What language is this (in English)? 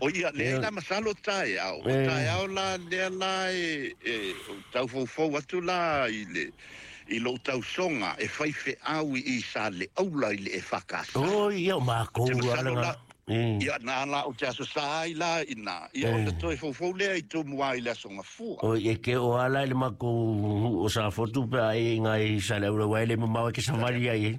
Samoan